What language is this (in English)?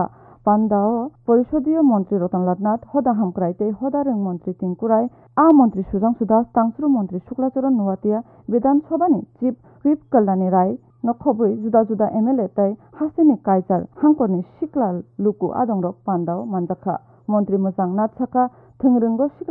Kok Borok